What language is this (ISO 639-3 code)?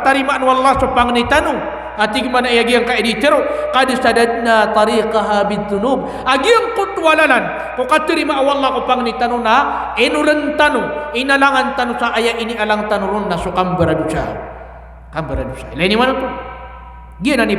mrw